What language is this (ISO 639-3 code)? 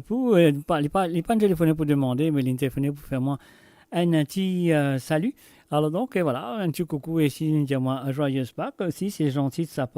mfe